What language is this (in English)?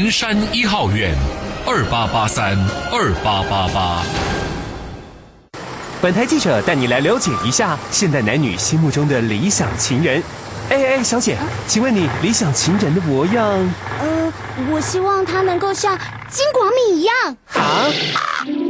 Chinese